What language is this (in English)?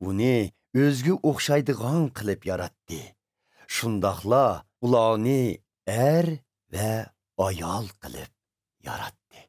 Uyghur